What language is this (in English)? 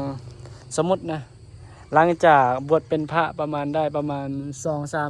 Lao